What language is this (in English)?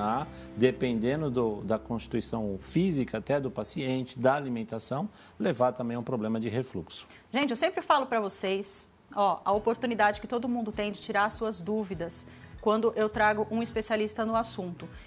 Portuguese